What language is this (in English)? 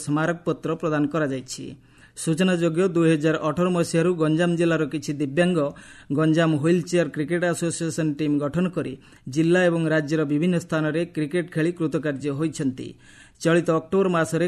Odia